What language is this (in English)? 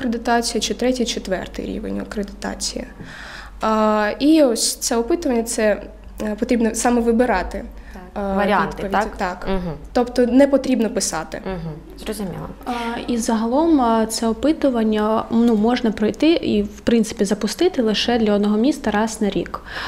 Ukrainian